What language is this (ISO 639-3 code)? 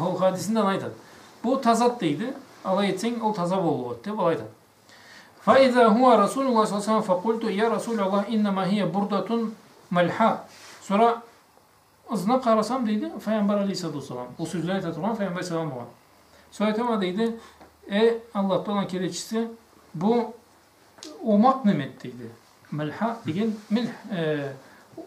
krc